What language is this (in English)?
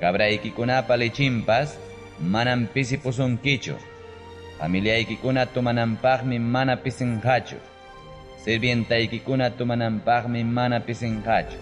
Ayacucho Quechua